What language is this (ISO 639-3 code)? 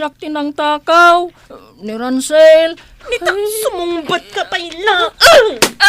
ilo